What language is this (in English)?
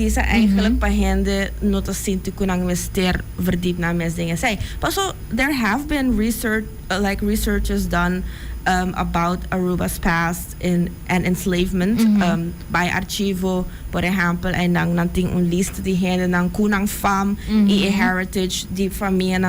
Papiamento